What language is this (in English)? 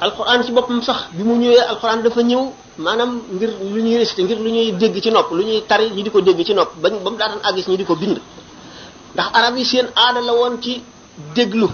Wolof